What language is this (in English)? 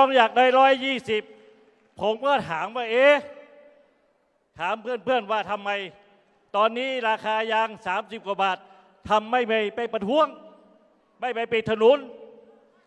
Thai